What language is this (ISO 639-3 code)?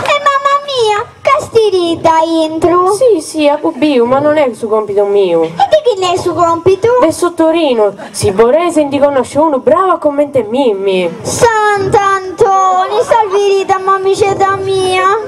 srd